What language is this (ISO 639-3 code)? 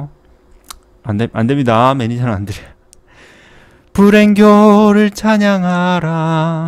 kor